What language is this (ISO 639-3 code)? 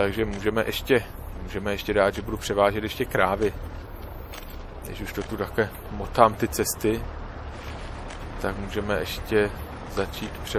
ces